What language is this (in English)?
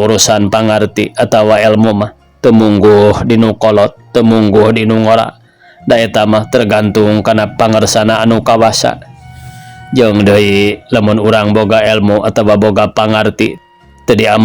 Sundanese